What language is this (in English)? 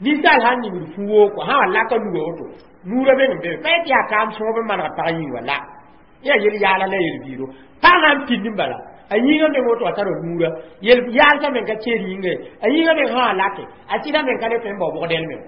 Mossi